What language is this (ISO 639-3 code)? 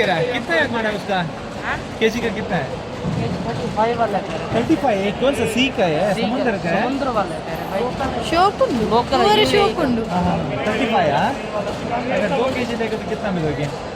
tcy